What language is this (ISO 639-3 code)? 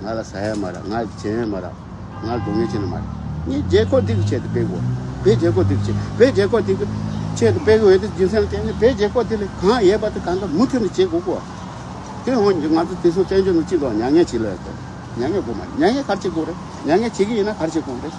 bod